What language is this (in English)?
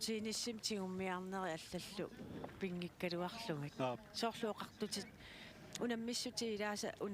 Kalaallisut